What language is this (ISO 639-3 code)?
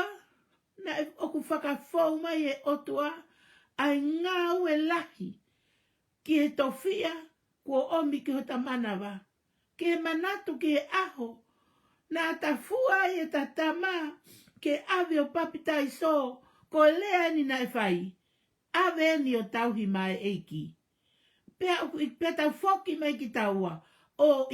ton